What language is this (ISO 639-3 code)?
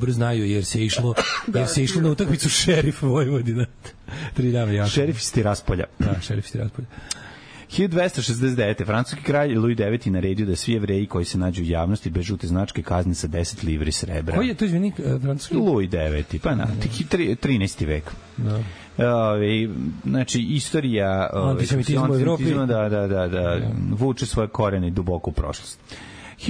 srp